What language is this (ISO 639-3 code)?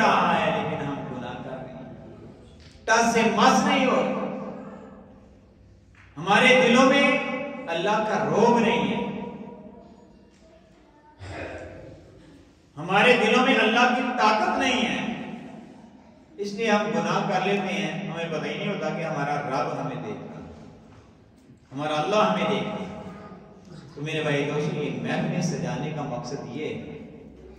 urd